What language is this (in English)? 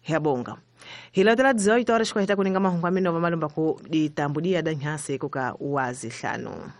Tsonga